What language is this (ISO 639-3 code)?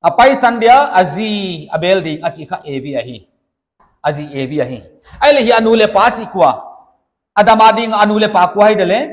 pck